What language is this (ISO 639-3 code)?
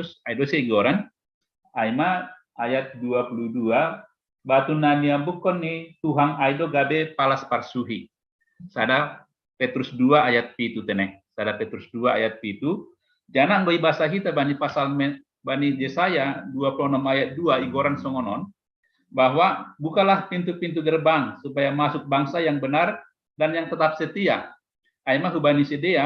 bts